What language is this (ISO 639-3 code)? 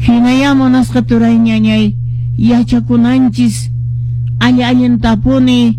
que